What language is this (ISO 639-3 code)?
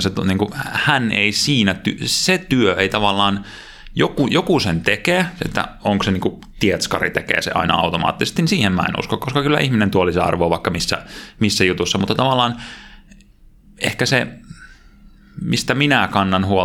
fin